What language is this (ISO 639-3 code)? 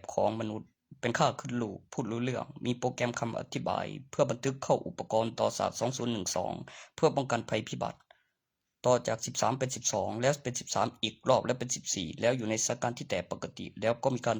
tts